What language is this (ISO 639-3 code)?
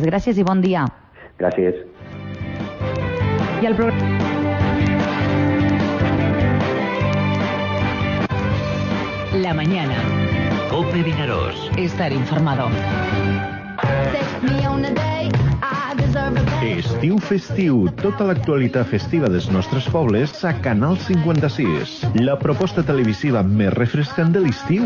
cat